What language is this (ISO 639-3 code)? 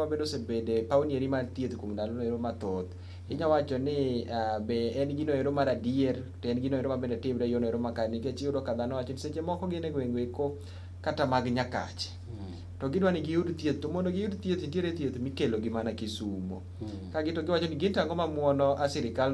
luo